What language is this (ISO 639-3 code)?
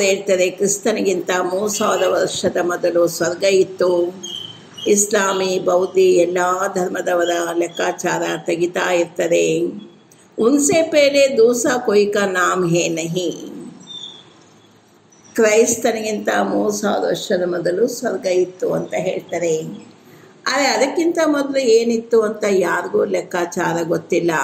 kan